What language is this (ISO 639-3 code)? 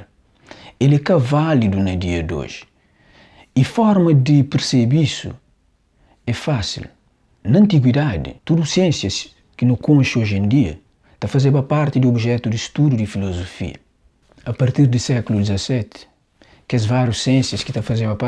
kea